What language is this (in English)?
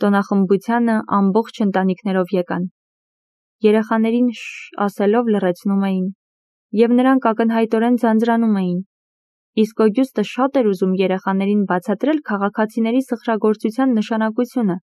Armenian